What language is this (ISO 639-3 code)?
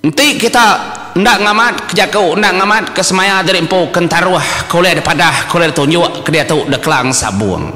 iba